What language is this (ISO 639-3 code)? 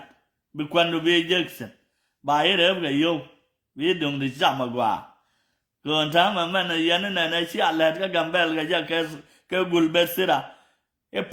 nus